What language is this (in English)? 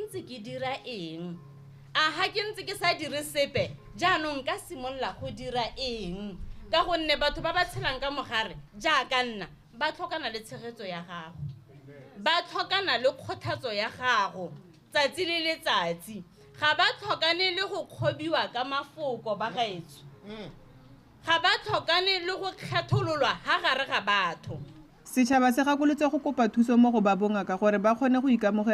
Tswana